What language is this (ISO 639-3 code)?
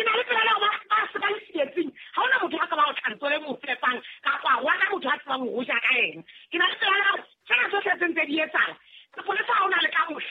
sot